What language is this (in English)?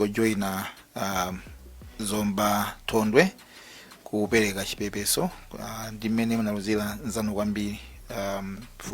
Nyanja